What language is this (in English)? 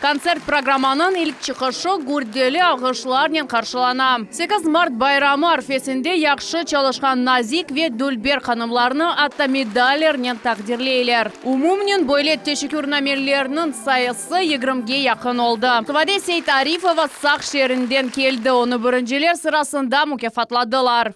Crimean Tatar